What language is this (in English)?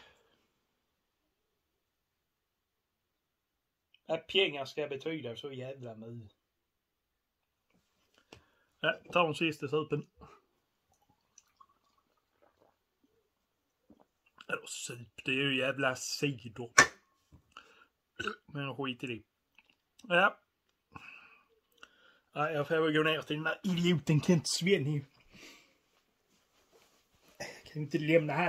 Swedish